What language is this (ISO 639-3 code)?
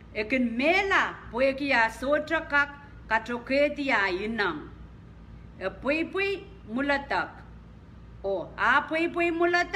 pon